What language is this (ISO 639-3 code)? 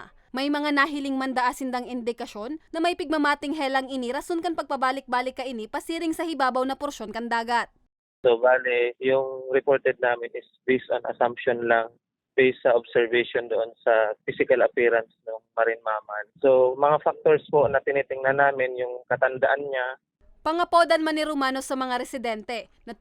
bik